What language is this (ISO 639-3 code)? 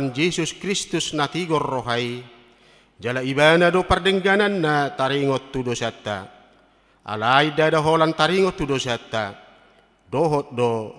bbc